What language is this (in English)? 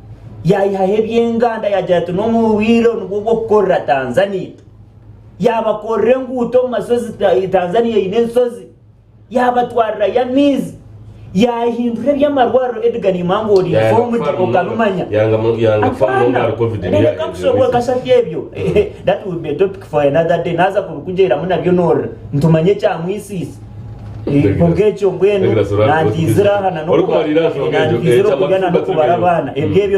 Nyankole